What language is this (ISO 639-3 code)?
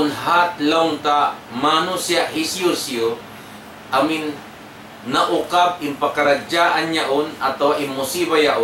tsg